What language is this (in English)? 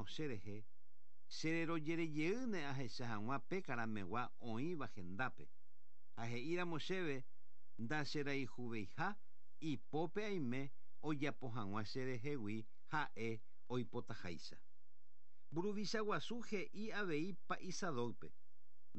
Guarani